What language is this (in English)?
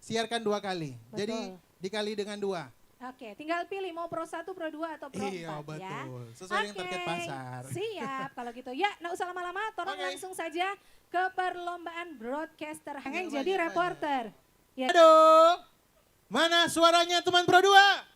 Manado Malay